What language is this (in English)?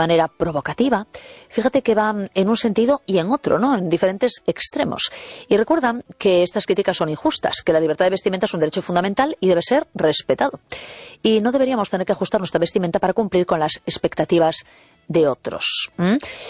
Spanish